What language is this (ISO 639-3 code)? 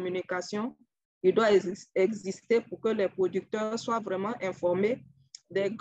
fra